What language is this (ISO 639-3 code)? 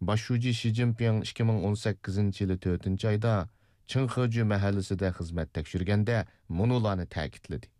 uig